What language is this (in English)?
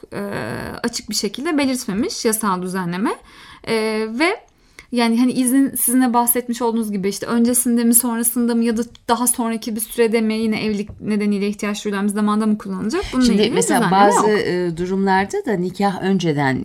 Turkish